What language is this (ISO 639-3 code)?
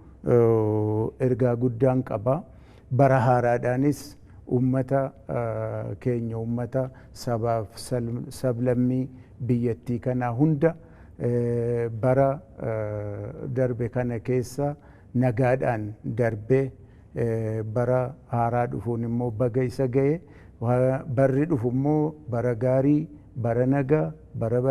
orm